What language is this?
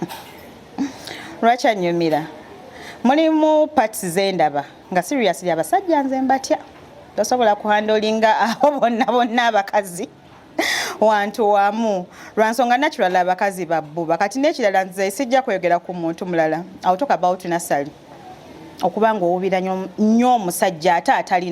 Ganda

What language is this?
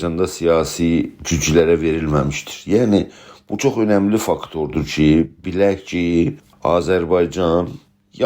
South Azerbaijani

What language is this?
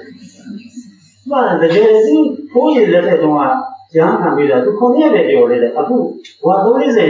Burmese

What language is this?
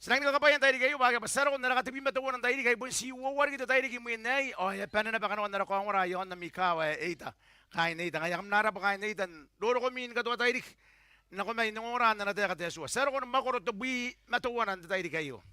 Gilbertese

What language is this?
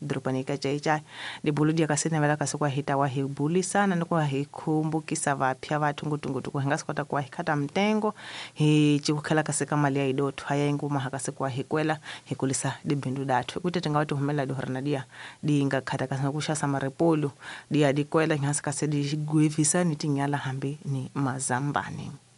Tsonga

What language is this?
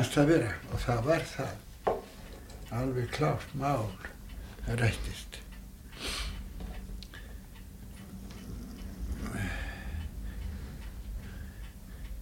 Icelandic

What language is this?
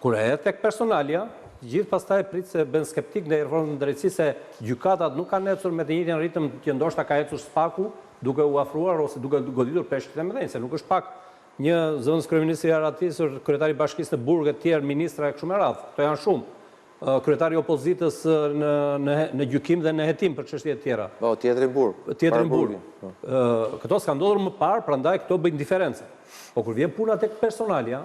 Albanian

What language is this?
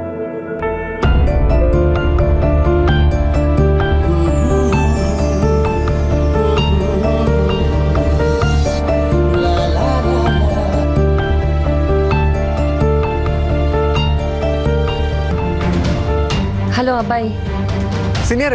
Kannada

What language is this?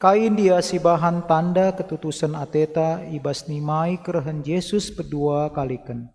Batak Karo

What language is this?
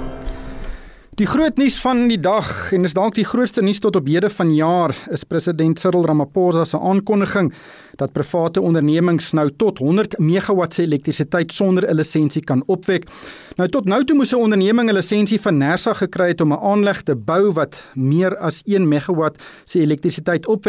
Afrikaans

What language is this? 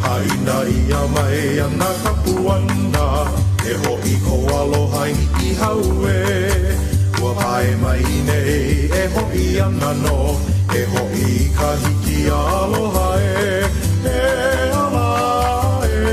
Hawaiian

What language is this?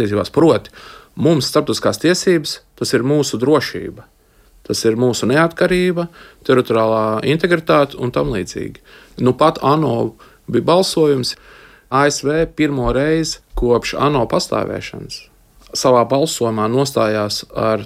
Latvian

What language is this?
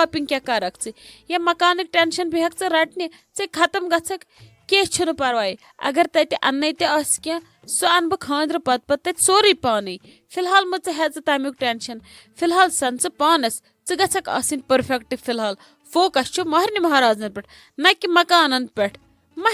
Kashmiri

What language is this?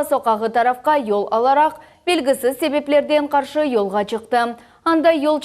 Crimean Tatar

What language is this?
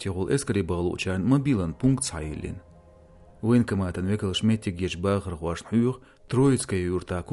Chechen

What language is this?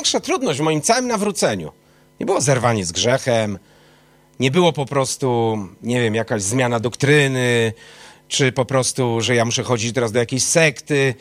Polish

